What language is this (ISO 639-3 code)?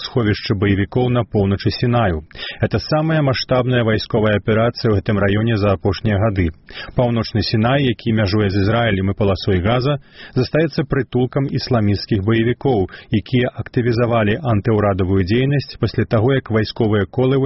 bel